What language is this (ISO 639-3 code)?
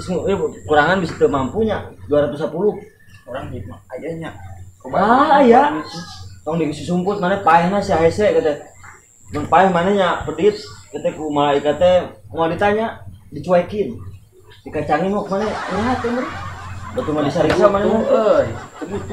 sun